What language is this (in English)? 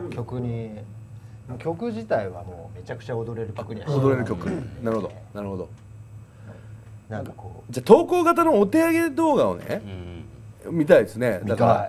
Japanese